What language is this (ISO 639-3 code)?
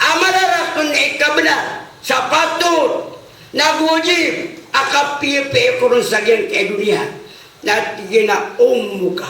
mrw